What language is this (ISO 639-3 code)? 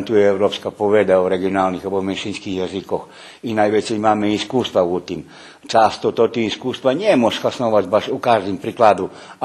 rue